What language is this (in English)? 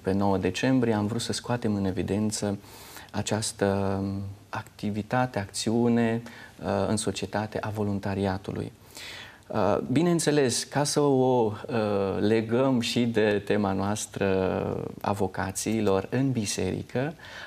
Romanian